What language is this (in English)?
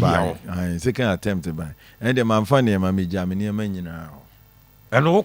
Akan